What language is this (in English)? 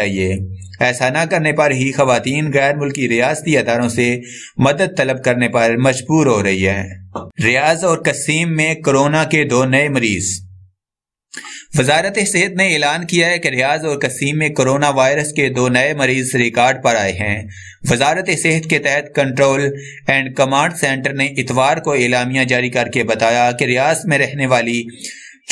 Urdu